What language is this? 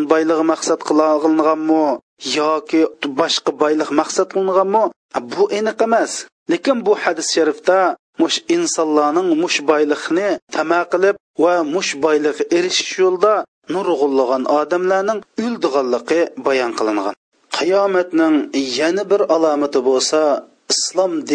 Uyghur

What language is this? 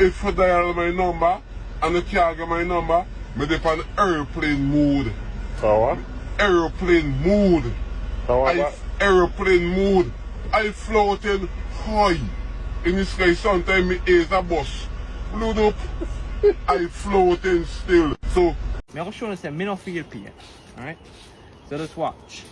Jamaican Creole English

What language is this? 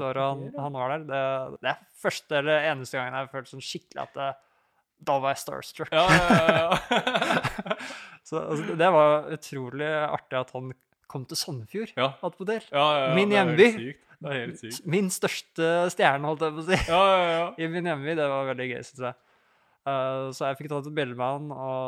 Norwegian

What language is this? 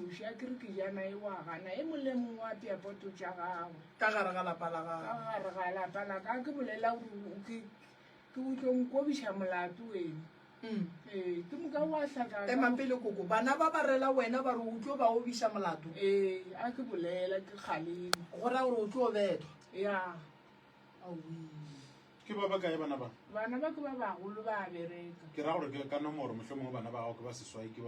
Northern Sotho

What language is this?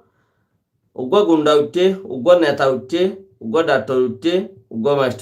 Rohingya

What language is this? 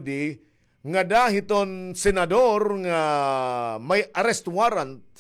Waray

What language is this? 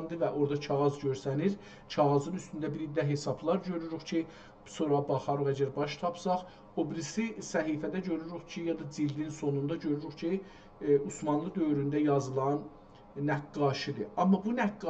South Azerbaijani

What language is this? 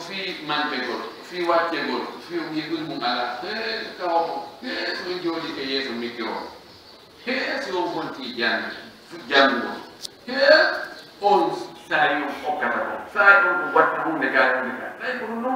Pular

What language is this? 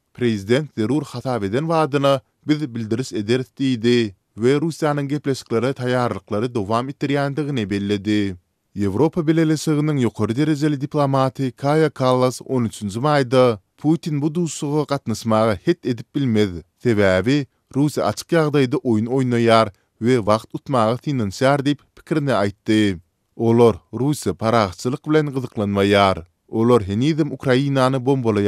Turkmen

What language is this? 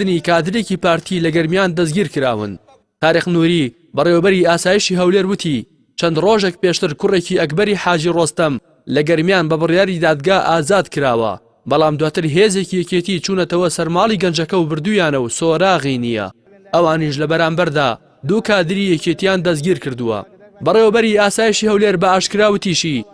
Central Kurdish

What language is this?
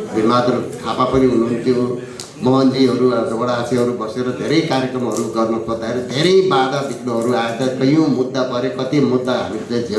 Nepali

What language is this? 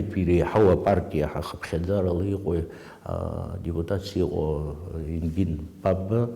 Abkhazian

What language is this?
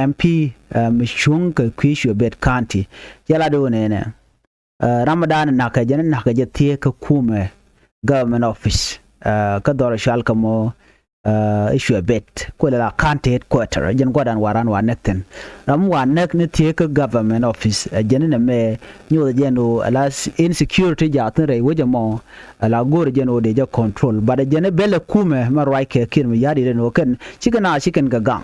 Nuer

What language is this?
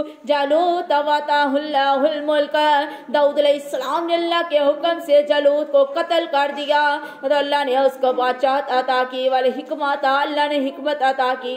Urdu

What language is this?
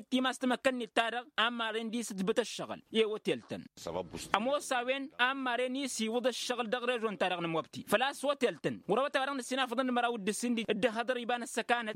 Tamasheq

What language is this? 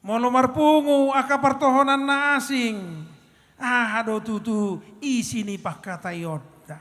Batak Toba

